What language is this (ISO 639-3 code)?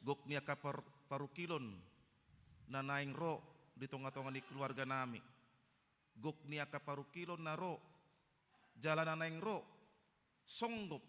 bbc